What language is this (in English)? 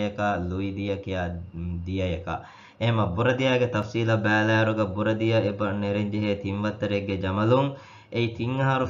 Divehi